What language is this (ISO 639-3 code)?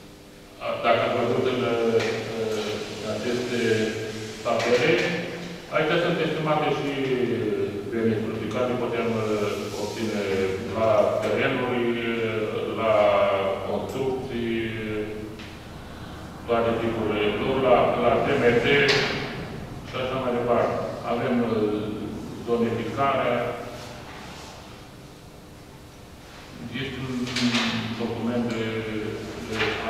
ron